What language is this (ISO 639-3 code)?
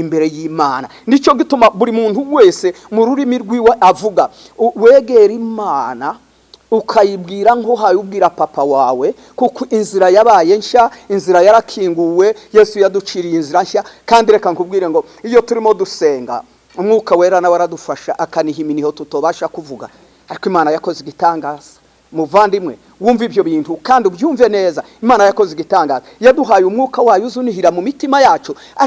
kin